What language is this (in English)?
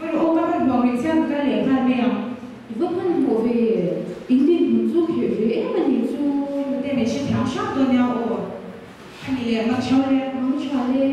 Mizo